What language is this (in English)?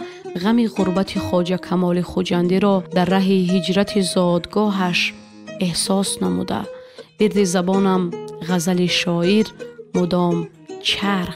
Tajik